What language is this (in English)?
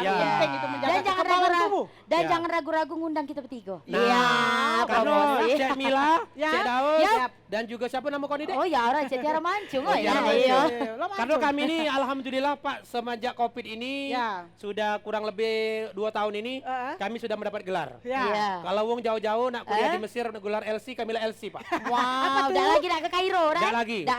Musi